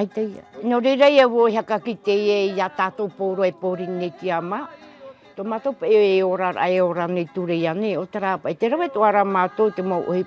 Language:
Tahitian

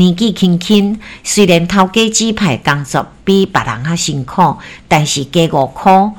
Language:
Min Nan Chinese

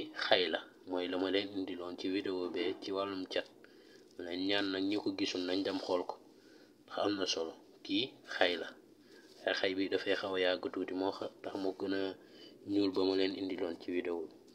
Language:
Wolof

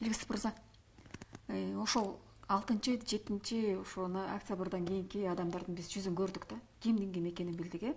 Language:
Kyrgyz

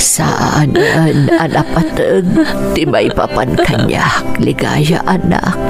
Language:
Iloko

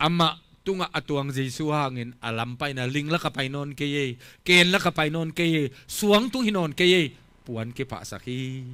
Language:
Tedim Chin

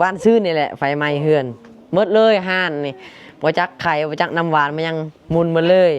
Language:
Lao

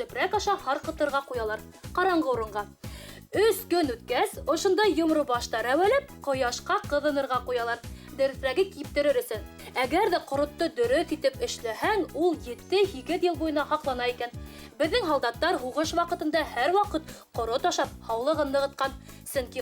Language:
Bashkir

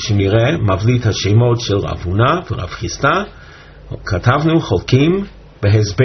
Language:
Hebrew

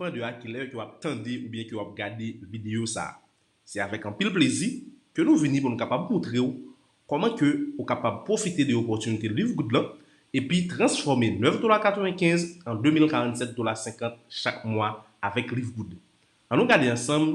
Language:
Haitian Creole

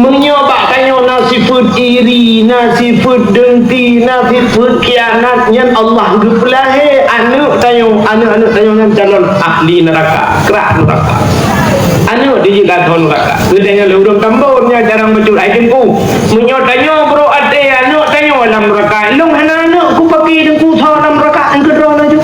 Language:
Achinese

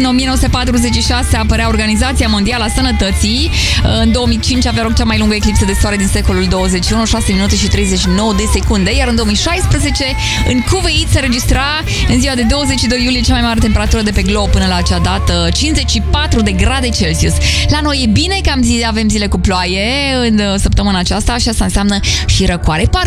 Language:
Romanian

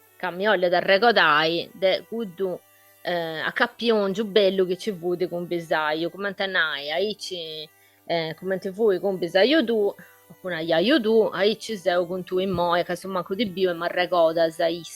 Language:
Sardinian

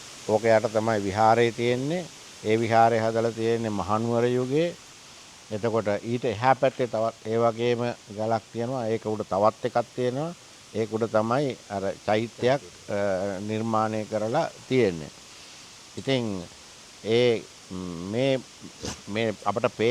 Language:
Sinhala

